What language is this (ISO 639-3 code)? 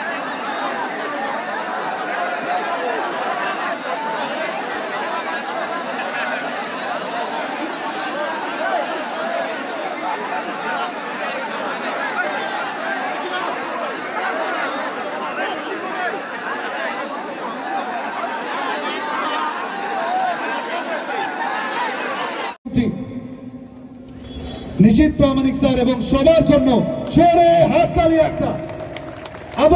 ben